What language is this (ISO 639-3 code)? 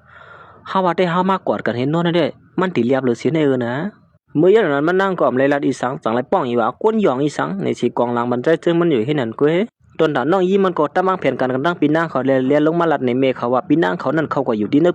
shn